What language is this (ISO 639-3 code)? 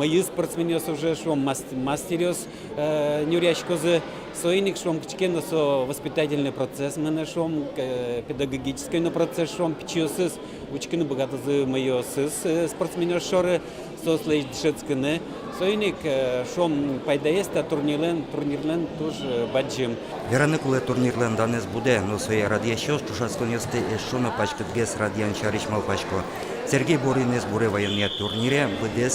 udm